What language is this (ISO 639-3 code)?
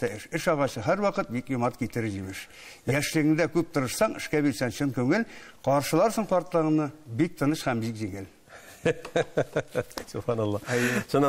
tat